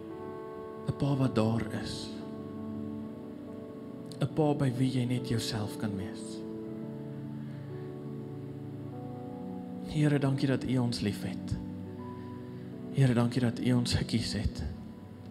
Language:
Afrikaans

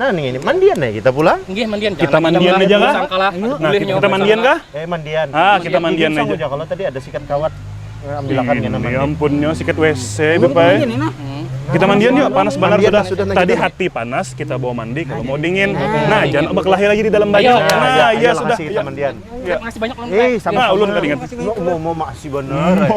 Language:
Banjar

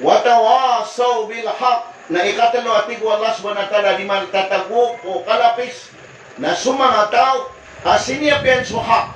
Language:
Maranao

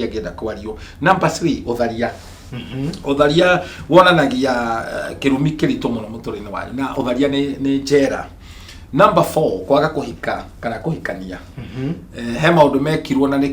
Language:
Kikuyu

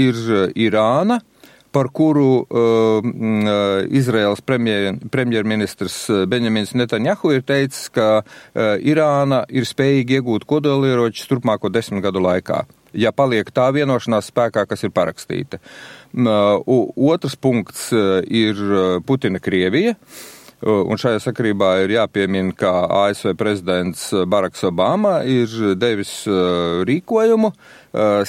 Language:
Latvian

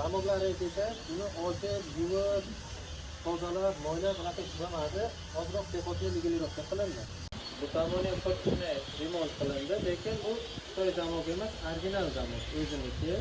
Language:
Uzbek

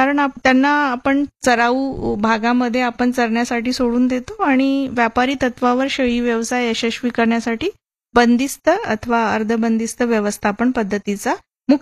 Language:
Marathi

